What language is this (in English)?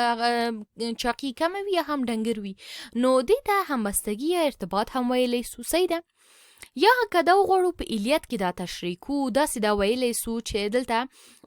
Pashto